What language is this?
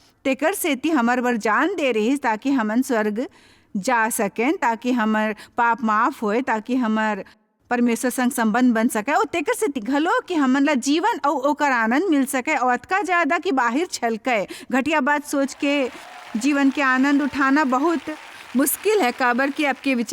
Chhattisgarhi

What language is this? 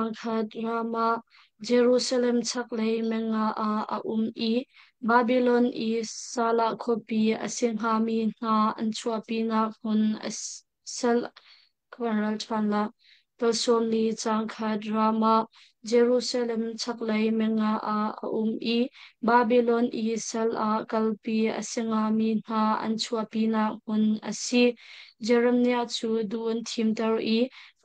Hakha Chin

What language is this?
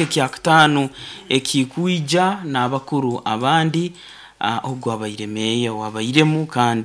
Nyoro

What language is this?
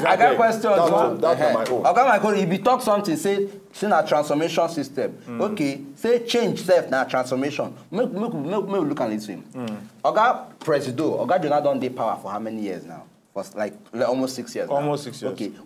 Nigerian Pidgin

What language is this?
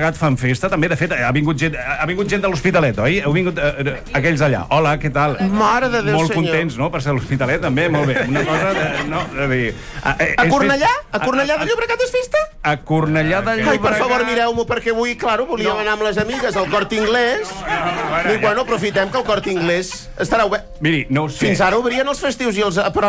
Catalan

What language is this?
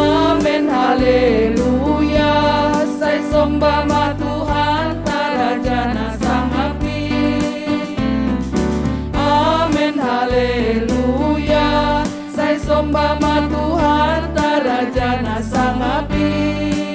Batak Simalungun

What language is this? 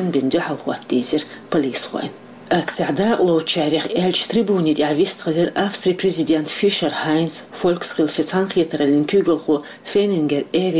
Chechen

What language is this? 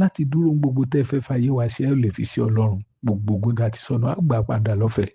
Yoruba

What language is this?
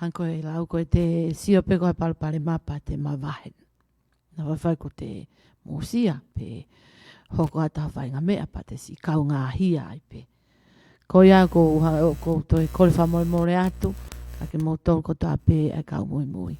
Tongan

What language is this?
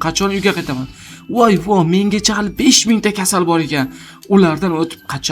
Uzbek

